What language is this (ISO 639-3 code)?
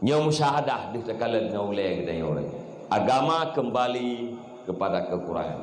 ace